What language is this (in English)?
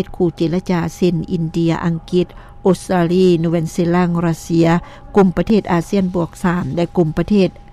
Lao